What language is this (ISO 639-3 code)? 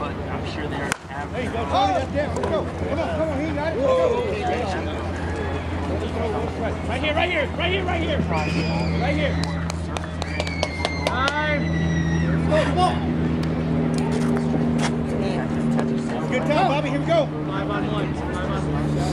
eng